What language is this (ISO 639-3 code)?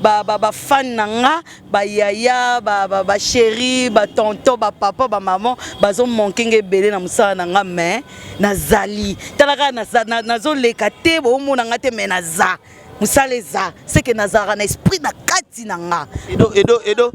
lin